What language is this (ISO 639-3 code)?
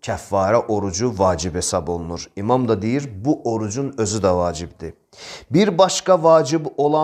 aze